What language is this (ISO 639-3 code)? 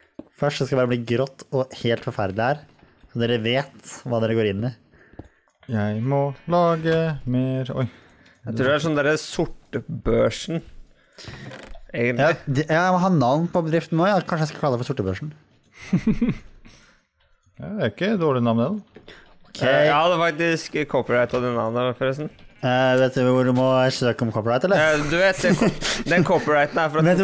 nor